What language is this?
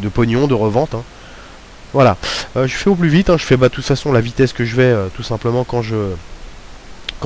French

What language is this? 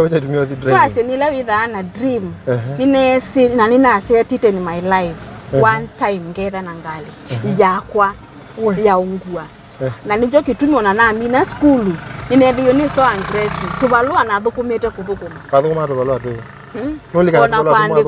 Kamba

